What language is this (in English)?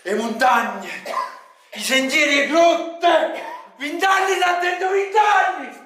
Neapolitan